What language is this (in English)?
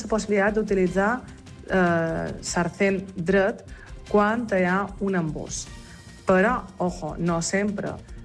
Catalan